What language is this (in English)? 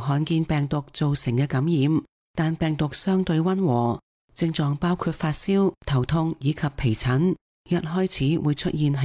Cantonese